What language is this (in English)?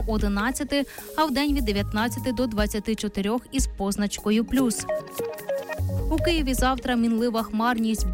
Ukrainian